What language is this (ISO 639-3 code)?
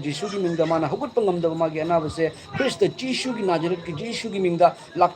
mni